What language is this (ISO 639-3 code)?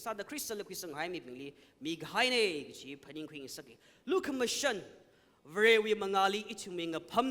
nmf